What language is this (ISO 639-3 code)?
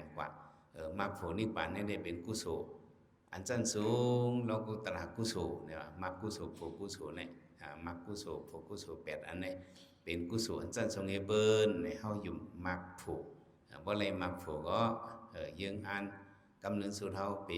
shn